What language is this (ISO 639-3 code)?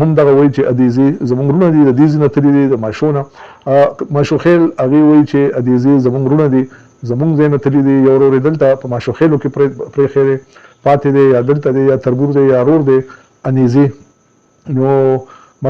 pus